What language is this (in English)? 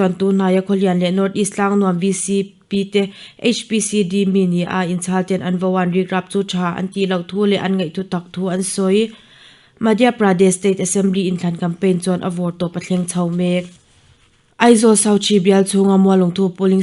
Mizo